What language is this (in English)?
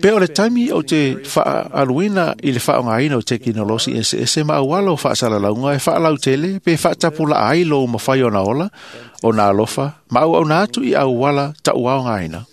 Samoan